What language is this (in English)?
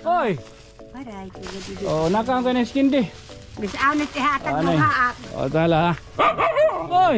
Waray